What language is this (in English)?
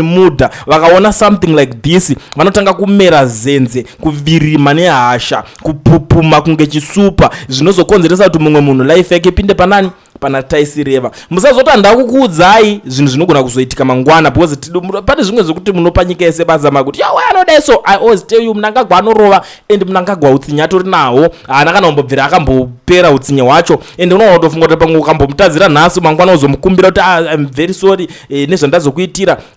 Shona